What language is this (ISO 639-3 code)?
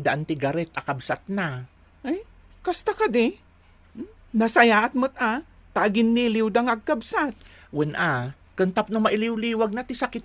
ilo